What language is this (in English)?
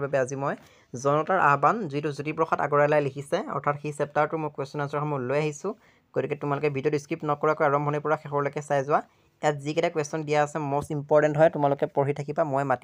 Assamese